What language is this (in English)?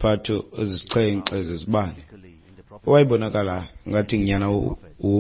Xhosa